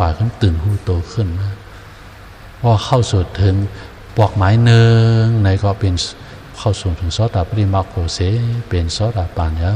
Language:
Shan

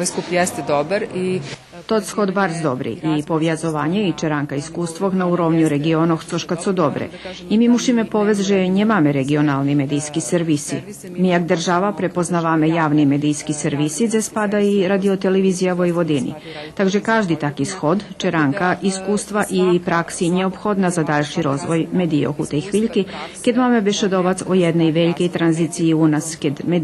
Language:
Rusyn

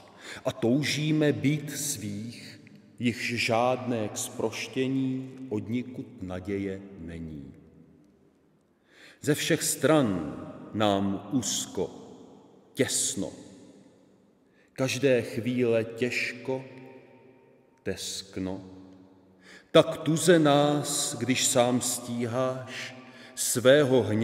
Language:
Czech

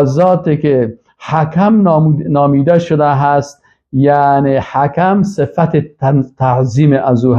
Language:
Persian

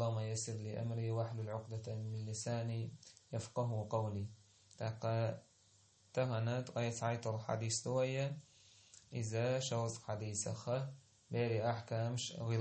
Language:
Chechen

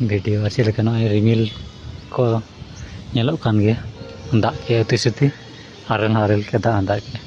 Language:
Santali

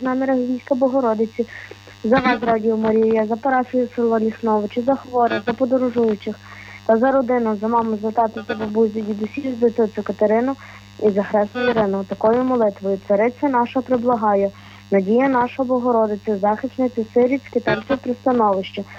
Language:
Ukrainian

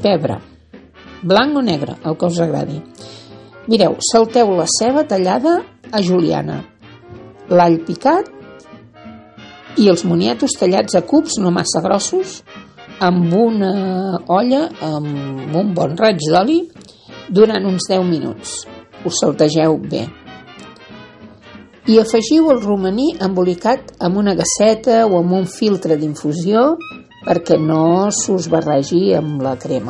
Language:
Catalan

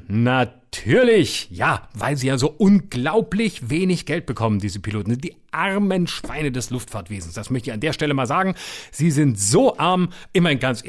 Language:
German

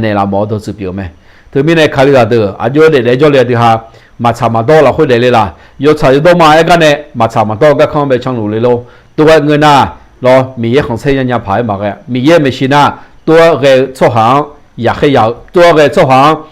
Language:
Akha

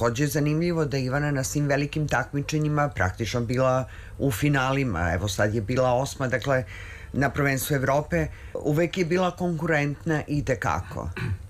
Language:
Serbian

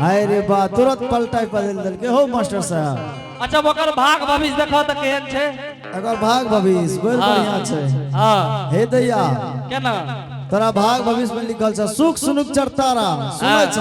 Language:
Angika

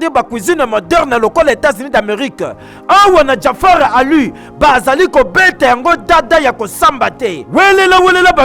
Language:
Lingala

